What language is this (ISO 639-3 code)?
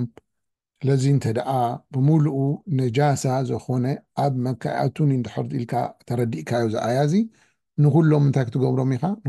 tir